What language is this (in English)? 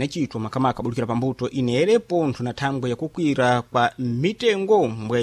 Sena